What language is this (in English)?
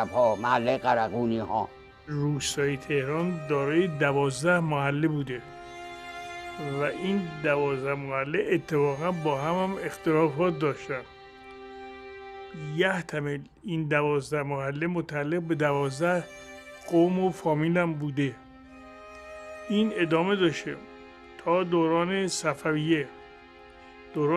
Persian